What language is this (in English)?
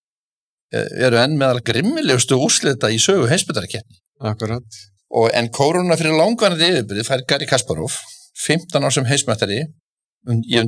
Icelandic